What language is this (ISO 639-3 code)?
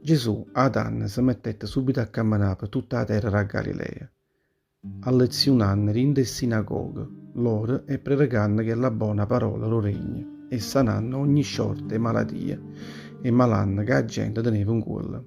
nap